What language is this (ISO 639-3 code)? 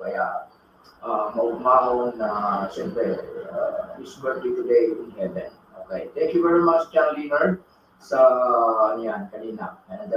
bik